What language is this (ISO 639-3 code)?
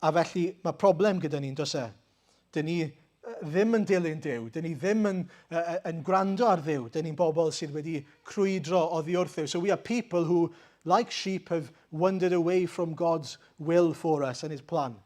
cym